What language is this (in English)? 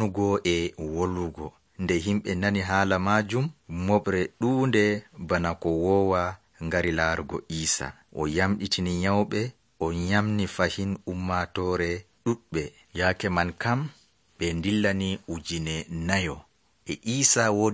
Nigerian Fulfulde